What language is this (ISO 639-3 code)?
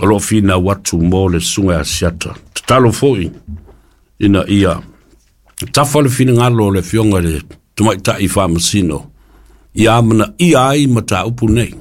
smo